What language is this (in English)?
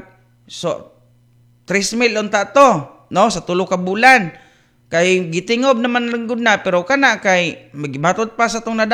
Cebuano